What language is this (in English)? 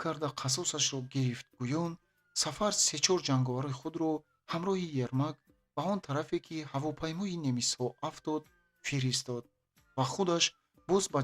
Tajik